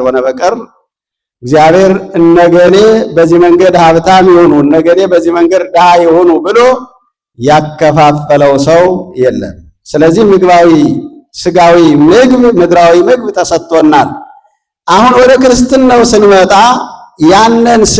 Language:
Amharic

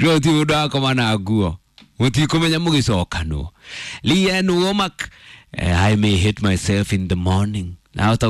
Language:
Kikuyu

